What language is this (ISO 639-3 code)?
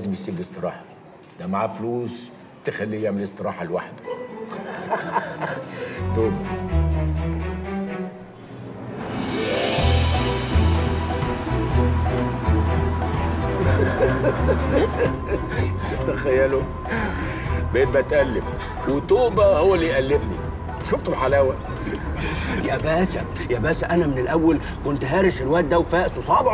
arz